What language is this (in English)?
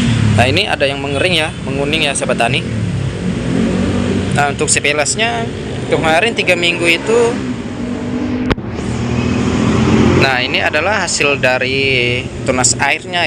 Indonesian